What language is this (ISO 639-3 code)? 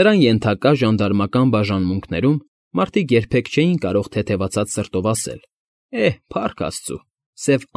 hye